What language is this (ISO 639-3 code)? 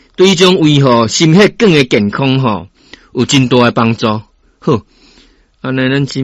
nan